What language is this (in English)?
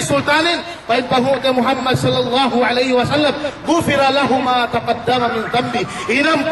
Yakan